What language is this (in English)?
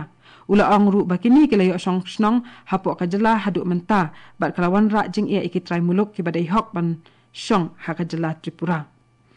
Khasi